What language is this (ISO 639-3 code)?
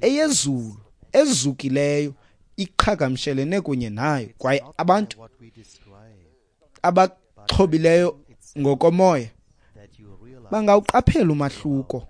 xho